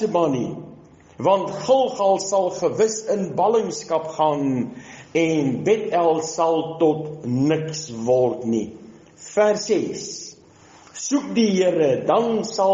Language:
Afrikaans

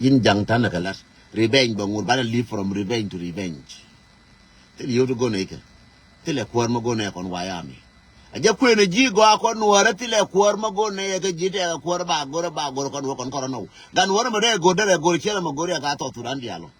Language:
Nuer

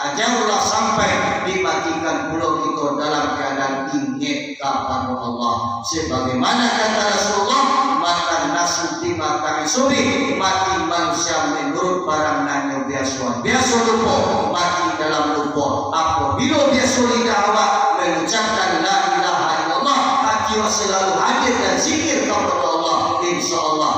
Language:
Minangkabau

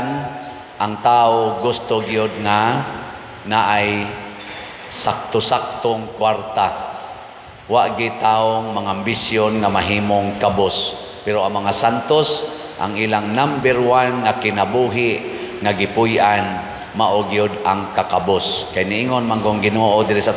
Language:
Cebuano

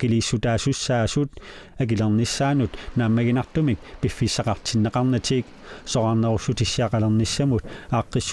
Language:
Kalaallisut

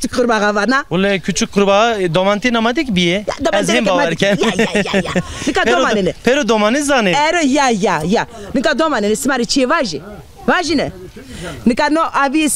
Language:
Zaza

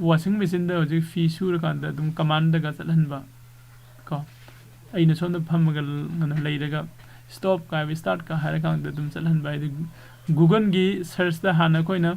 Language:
Manipuri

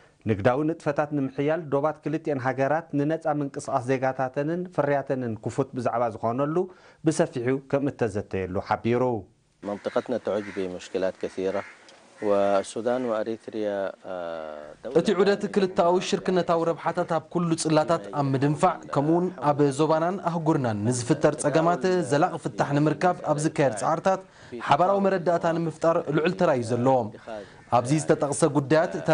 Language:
Tigrinya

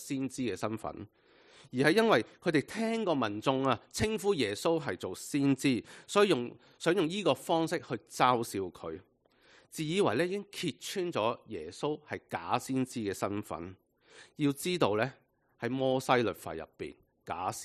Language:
Cantonese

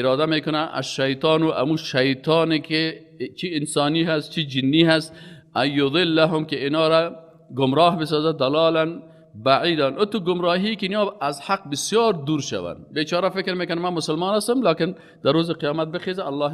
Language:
Persian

